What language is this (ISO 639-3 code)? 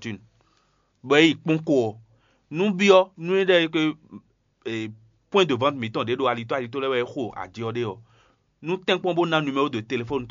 fon